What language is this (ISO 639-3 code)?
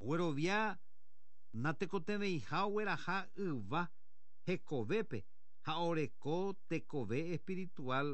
grn